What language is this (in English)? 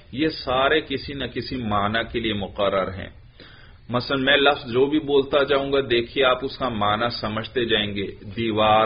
Urdu